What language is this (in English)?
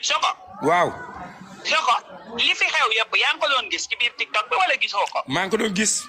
Wolof